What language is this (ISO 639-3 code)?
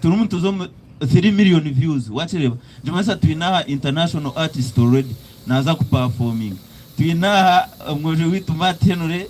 nyn